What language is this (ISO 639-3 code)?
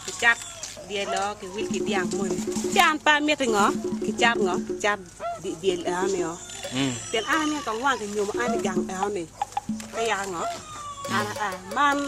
ach